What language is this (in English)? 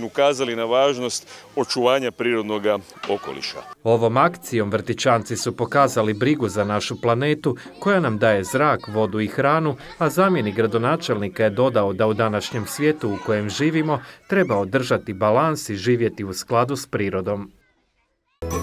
Croatian